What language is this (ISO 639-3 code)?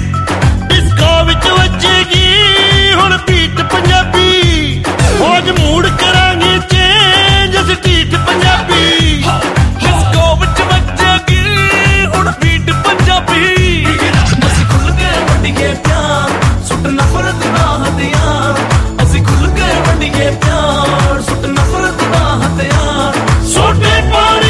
pan